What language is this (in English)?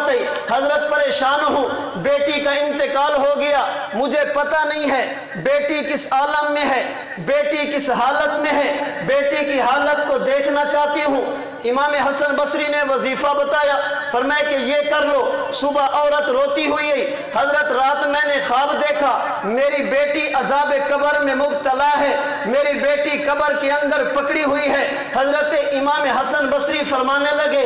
Urdu